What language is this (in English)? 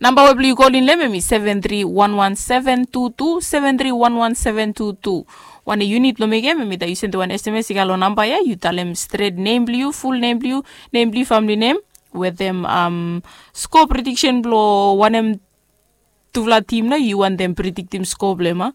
Bislama